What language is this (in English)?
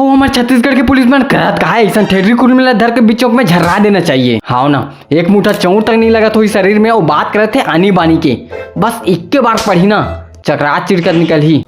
Chhattisgarhi